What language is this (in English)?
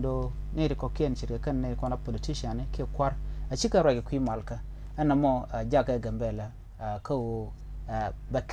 Nuer